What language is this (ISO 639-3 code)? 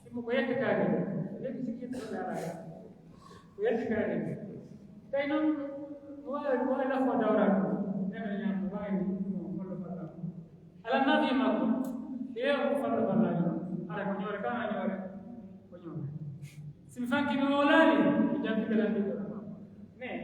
fuf